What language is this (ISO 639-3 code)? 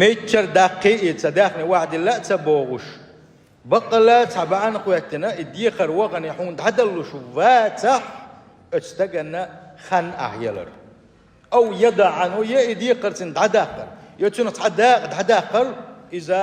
che